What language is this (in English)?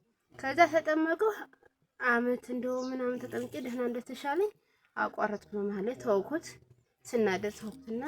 Amharic